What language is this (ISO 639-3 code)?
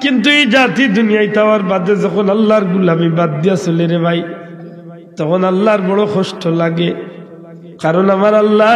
syl